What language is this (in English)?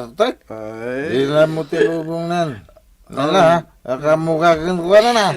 Iloko